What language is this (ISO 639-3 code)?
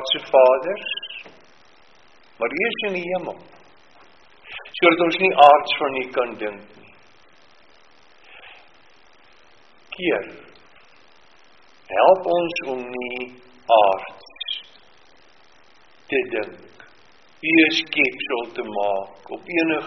afr